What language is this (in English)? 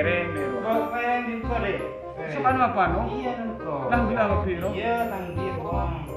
Madurese